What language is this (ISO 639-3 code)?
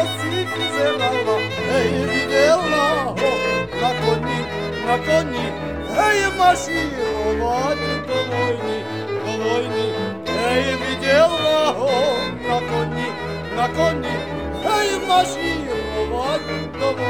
slk